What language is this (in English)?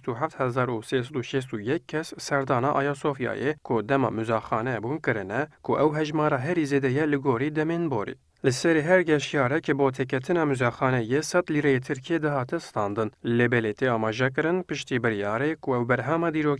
Kurdish